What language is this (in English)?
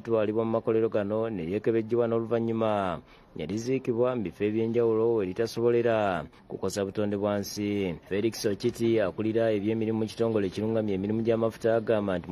Ganda